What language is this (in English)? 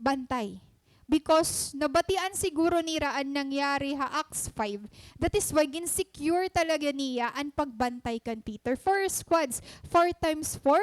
Waray